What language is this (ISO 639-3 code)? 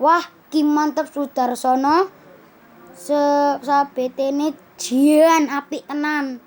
jav